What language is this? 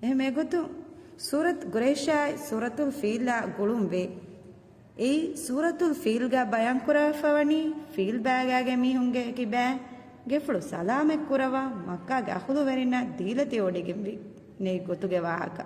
Divehi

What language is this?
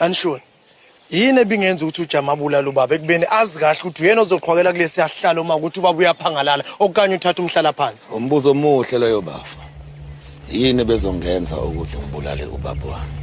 Zulu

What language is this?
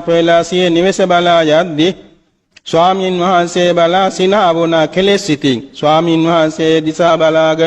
Sinhala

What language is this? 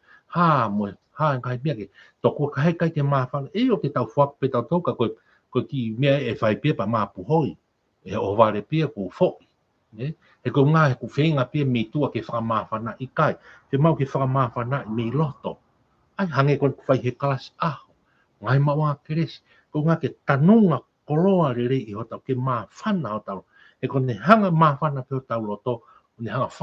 Tongan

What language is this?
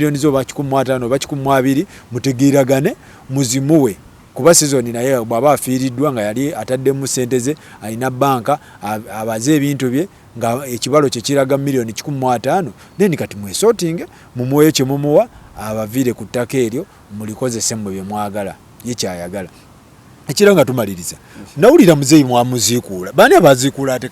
Ganda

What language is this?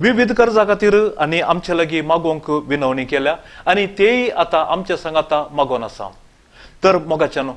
Konkani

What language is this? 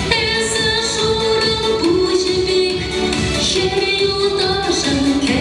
Chuvash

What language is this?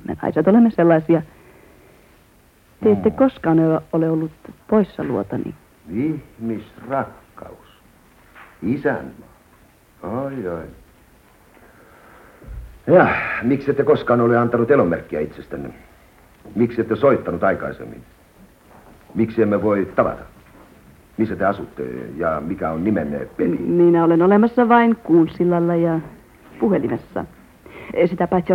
Finnish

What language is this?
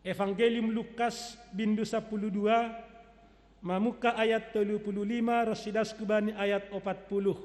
Batak Simalungun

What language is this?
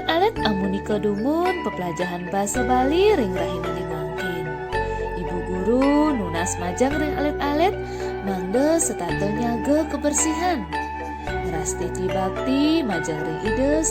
Balinese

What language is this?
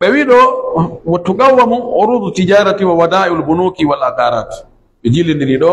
Pular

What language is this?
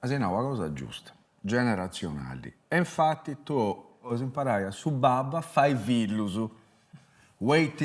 Sardinian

